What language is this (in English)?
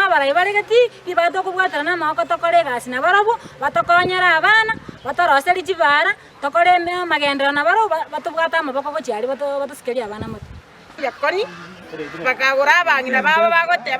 Gusii